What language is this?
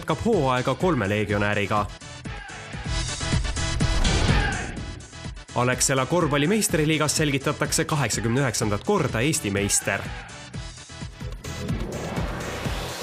Estonian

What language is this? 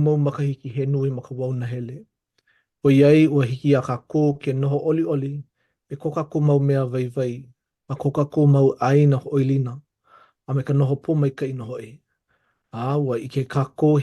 Hawaiian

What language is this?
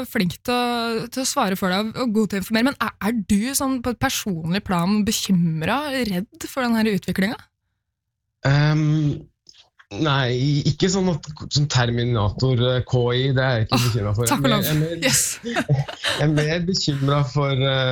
Norwegian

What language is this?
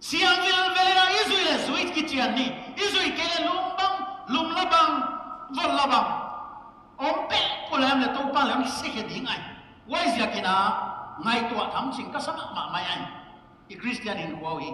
Paite Chin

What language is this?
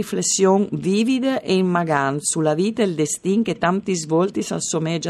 Friulian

